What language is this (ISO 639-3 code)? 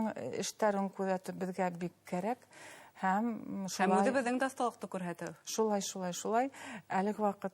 bak